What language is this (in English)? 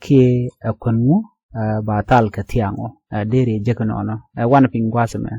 Nuer